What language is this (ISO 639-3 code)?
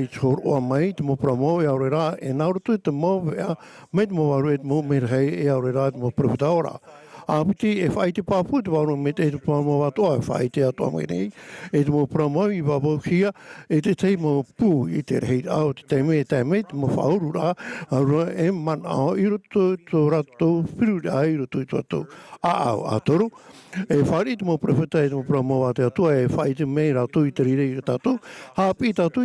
tah